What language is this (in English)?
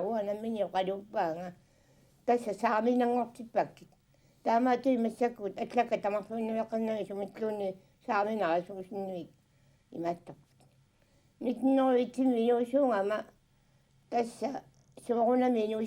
Kalaallisut